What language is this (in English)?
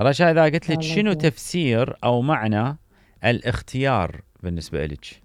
Mesopotamian Arabic